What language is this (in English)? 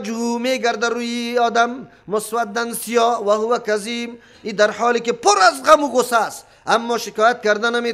Persian